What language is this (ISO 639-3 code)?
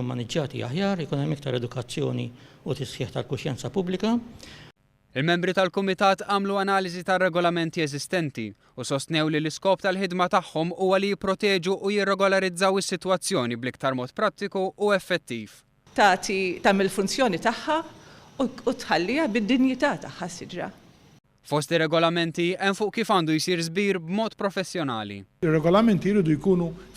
mlt